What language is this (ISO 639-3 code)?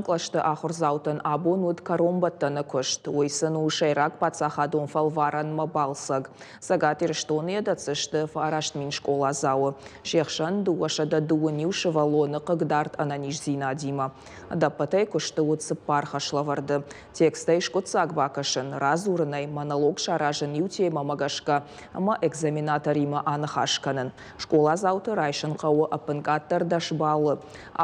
oss